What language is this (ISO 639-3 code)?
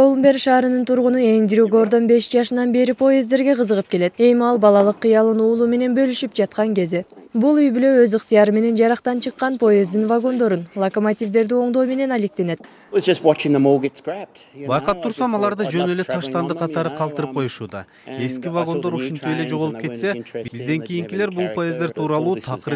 kir